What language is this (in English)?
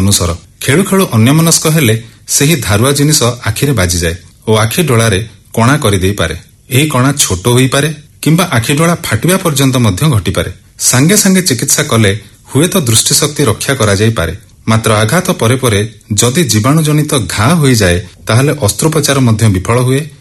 Odia